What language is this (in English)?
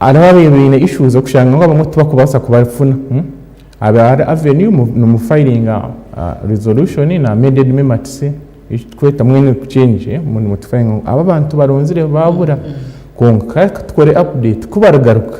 Nyankole